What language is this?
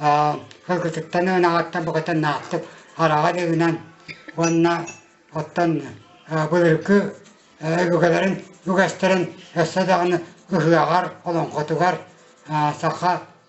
Yakut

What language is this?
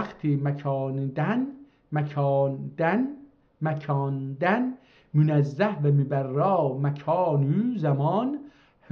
South Azerbaijani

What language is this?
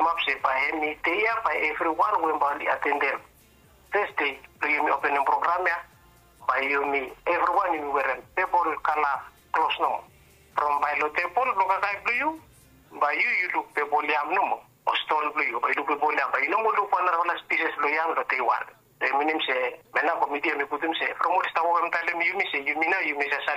Bislama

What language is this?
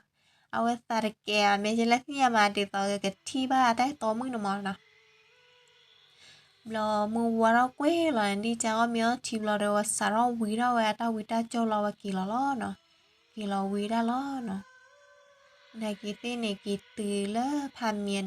S'gaw Karen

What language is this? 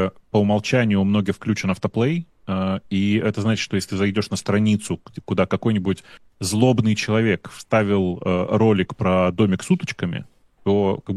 Russian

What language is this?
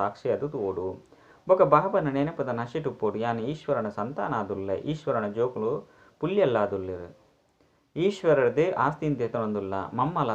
Tulu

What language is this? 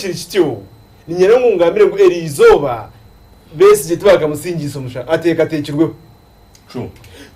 Nyankole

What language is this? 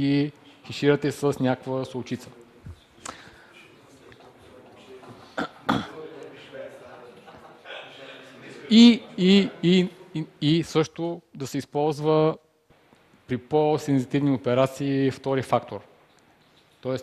Bulgarian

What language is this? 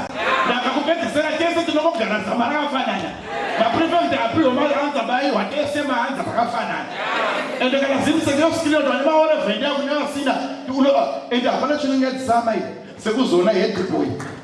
Shona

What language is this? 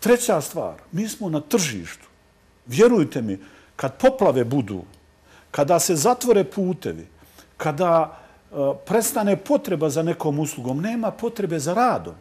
Bosnian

